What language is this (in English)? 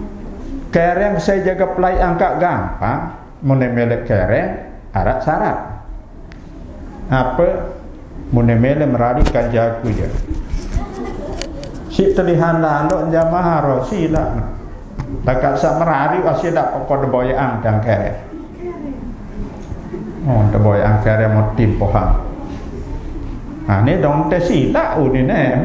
Sasak